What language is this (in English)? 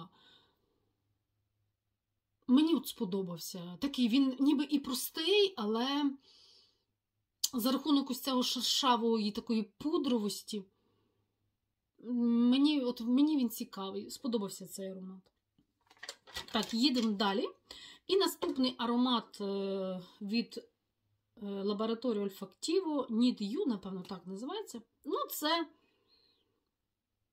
Ukrainian